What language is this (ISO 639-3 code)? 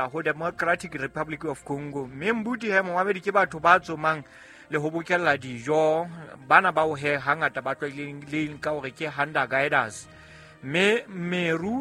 sot